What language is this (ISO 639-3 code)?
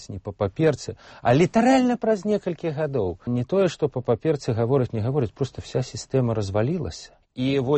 bel